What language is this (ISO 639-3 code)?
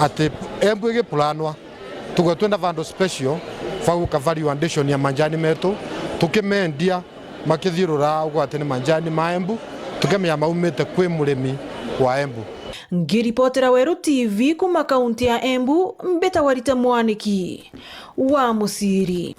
mer